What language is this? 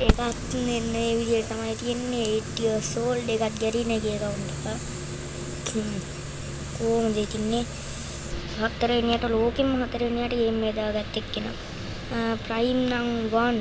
Sinhala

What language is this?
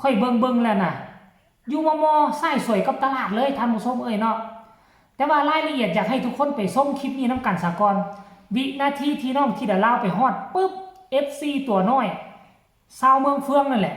Northeastern Thai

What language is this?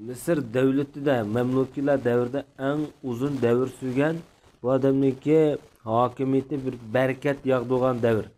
Uyghur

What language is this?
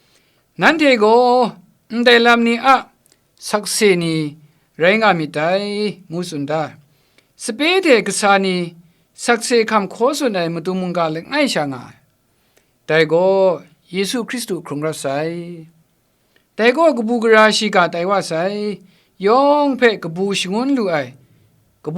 Kachin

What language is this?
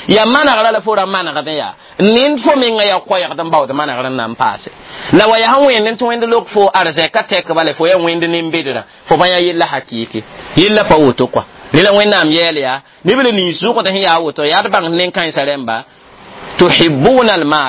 Mossi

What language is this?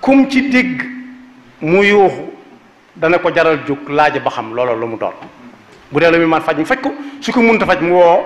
Wolof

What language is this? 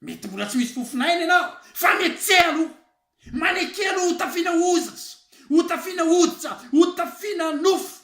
Malagasy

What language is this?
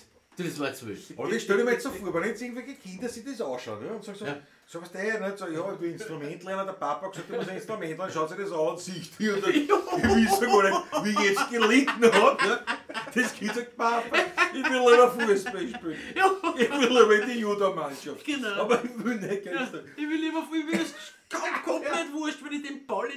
Bavarian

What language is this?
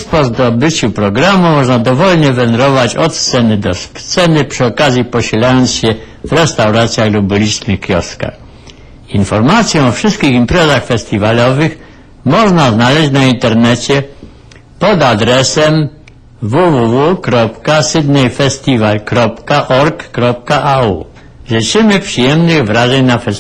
Polish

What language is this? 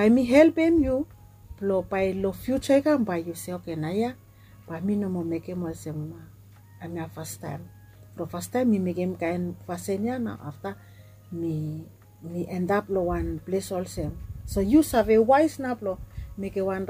Bislama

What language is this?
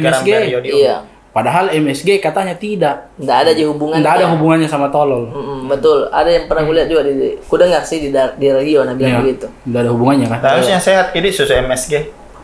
Makassar Malay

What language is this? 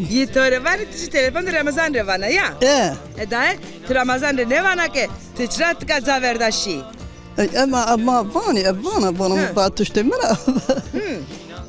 Zaza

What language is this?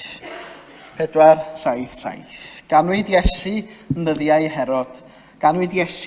Welsh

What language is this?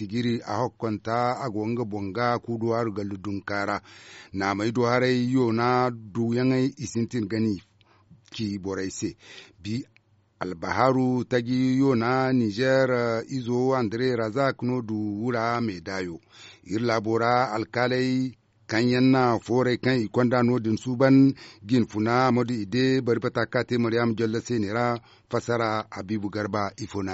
Zarma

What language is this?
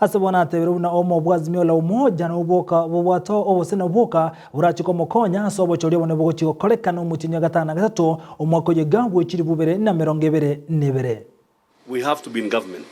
Gusii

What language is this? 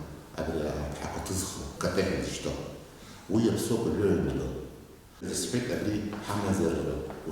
Abkhazian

